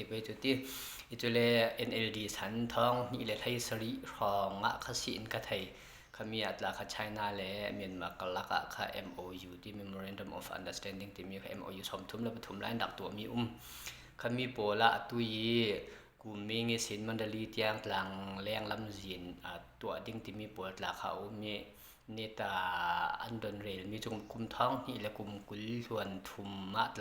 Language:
Falam Chin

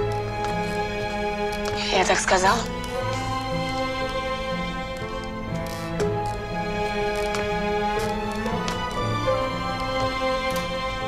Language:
Russian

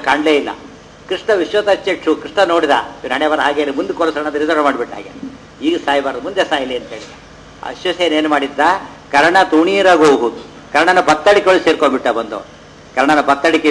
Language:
Kannada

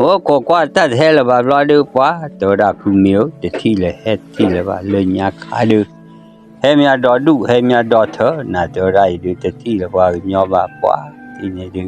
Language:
S'gaw Karen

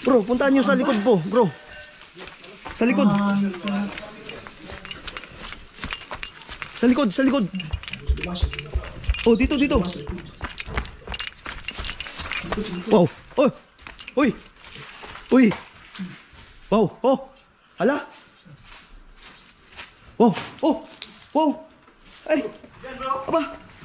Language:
Filipino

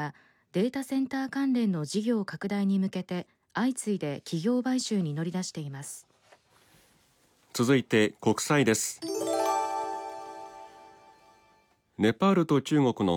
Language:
Japanese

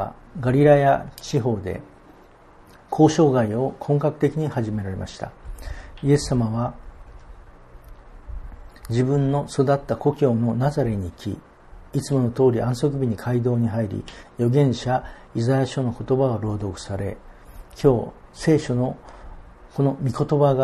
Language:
Japanese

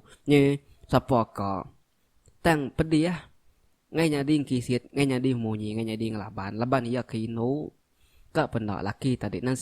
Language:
Iban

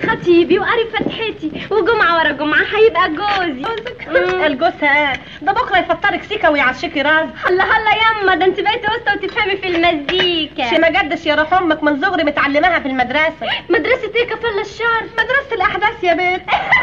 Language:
Egyptian Arabic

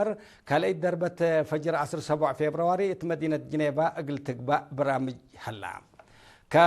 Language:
Tigre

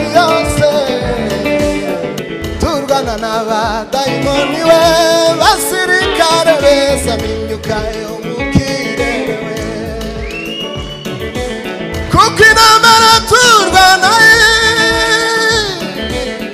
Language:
Kinyarwanda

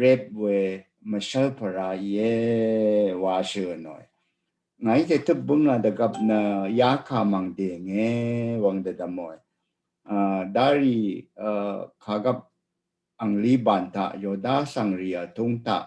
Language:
Rawang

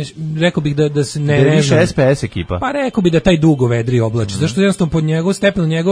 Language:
Serbian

